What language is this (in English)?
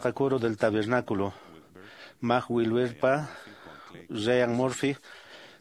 Quechua